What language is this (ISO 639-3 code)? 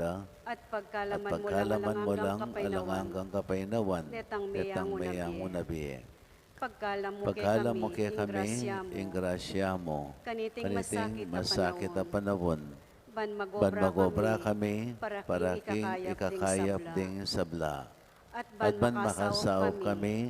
pam